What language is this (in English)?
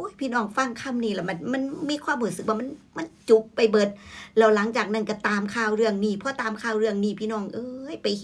Northeastern Thai